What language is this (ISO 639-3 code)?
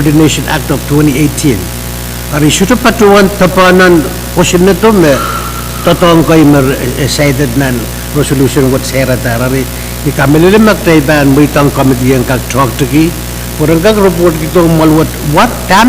pon